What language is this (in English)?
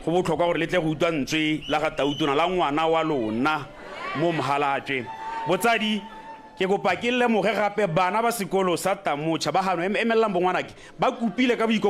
Tswana